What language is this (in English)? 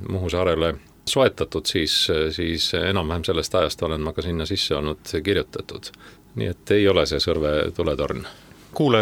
Estonian